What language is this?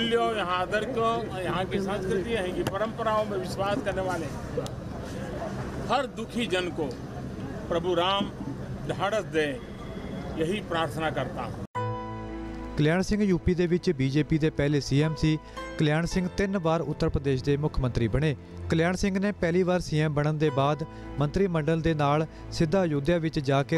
Punjabi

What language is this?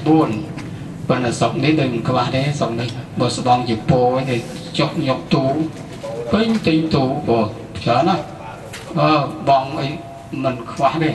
Khmer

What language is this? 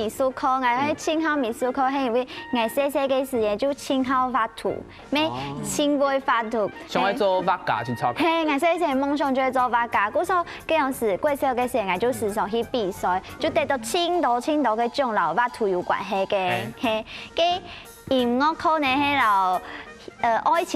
Hakka Chinese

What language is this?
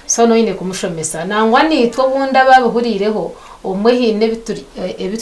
Nyankole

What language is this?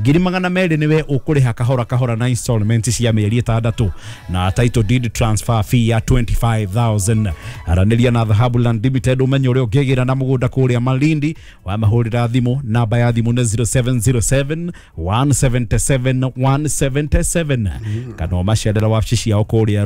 Kikuyu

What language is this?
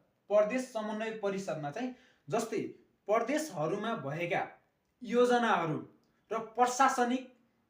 Nepali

